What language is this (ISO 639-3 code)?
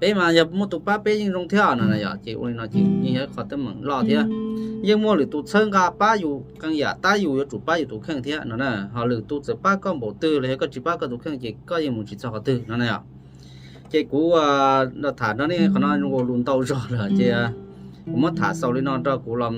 hmn